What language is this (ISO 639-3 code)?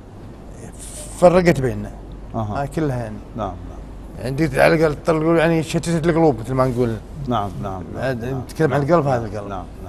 afb